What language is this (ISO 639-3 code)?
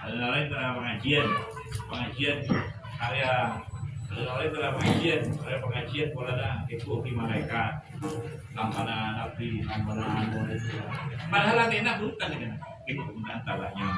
mad